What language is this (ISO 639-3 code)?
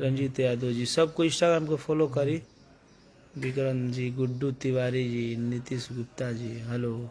bho